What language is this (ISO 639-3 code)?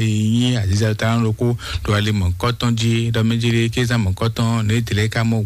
fon